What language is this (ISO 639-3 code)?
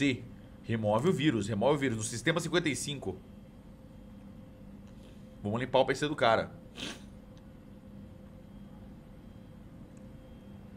por